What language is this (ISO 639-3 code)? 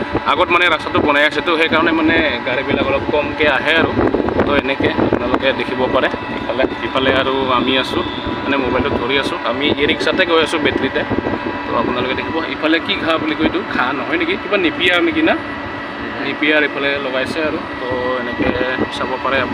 asm